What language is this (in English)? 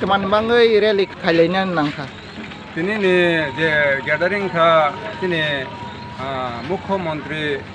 Kok Borok